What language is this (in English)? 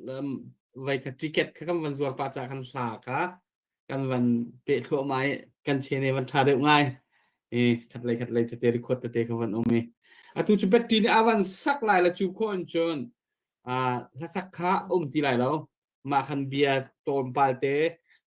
Hakha Chin